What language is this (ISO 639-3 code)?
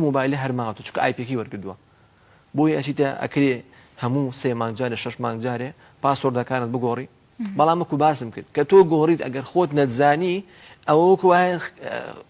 ckb